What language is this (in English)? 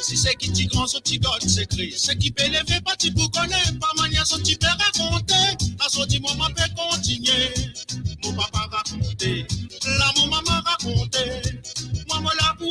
Morisyen